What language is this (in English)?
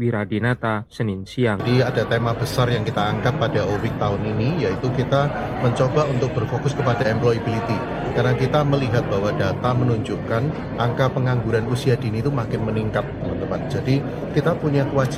Indonesian